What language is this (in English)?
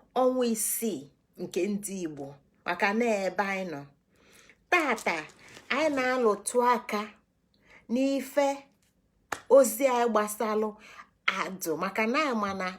Igbo